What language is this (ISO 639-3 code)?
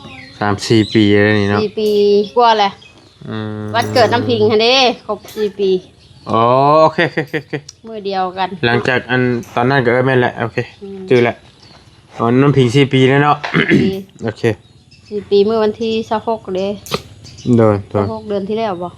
lao